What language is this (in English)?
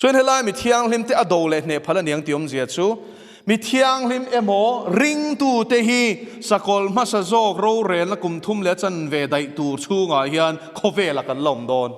Mizo